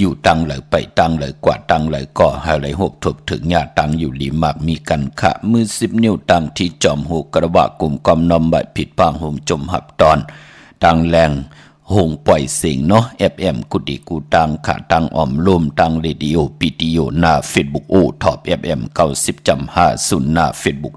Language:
Shan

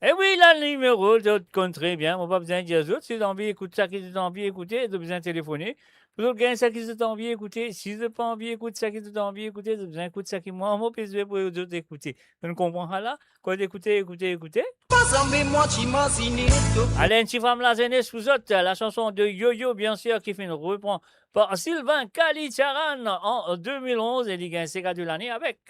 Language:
Morisyen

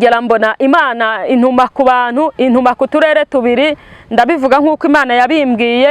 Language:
Kinyarwanda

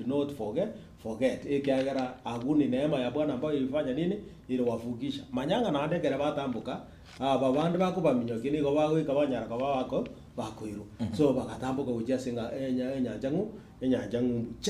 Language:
Gusii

